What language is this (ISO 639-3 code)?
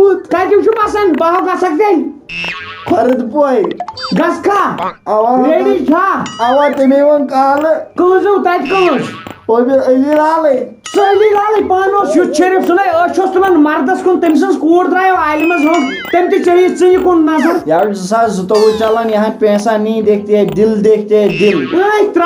kas